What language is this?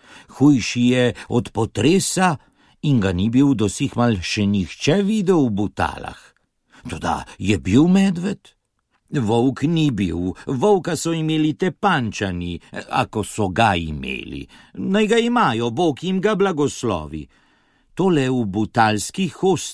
Slovenian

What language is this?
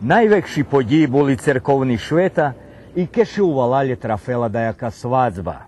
Rusyn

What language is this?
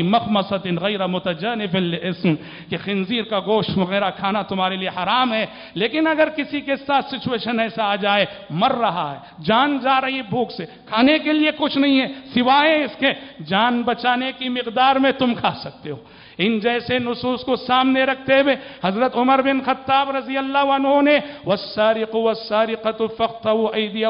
Urdu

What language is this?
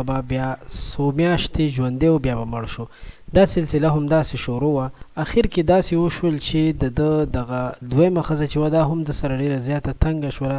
Pashto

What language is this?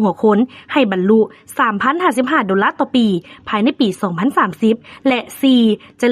Lao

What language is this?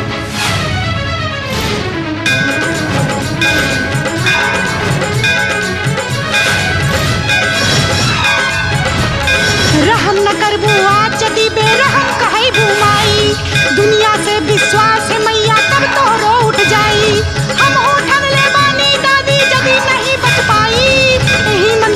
Bhojpuri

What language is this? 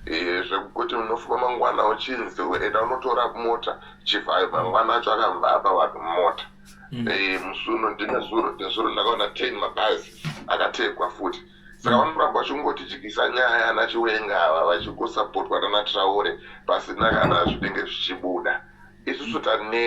Shona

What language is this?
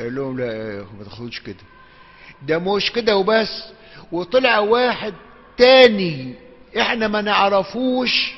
Egyptian Arabic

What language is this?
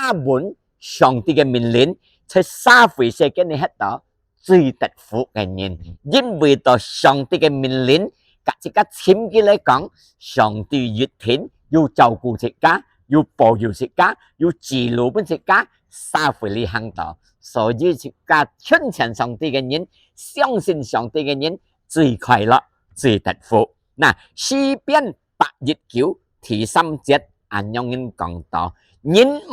Hakka Chinese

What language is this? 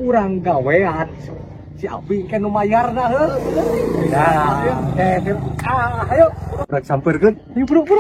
Sundanese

